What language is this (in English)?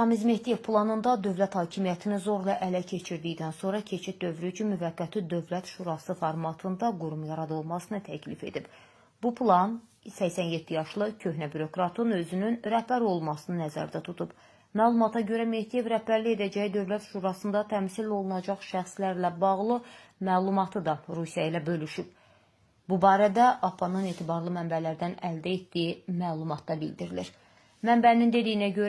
Azerbaijani